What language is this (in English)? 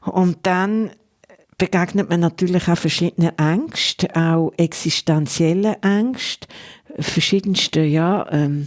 Swiss German